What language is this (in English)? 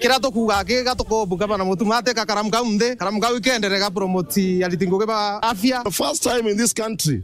Meru